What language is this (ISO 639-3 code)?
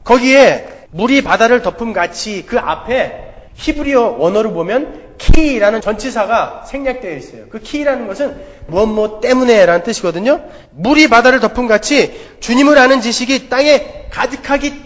kor